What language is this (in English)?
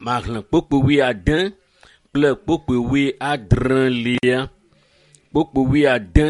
Ewe